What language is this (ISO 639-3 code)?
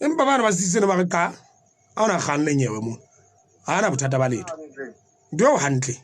sot